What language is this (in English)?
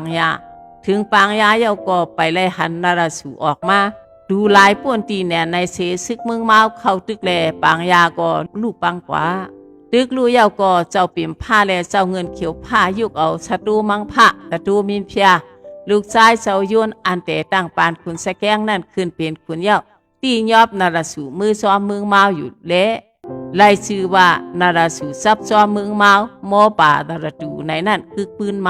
Shan